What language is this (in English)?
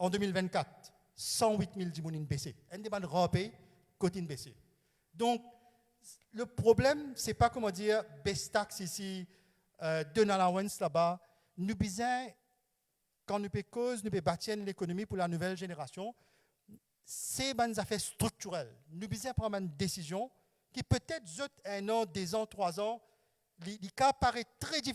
Morisyen